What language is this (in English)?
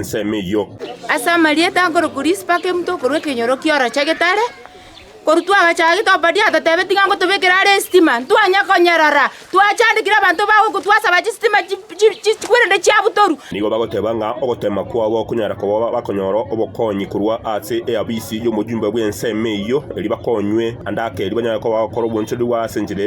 Gusii